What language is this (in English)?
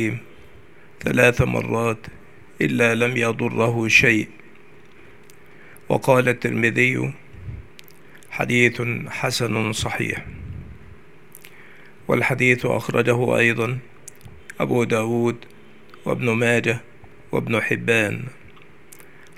Arabic